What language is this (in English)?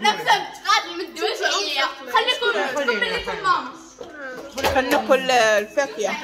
Moroccan Arabic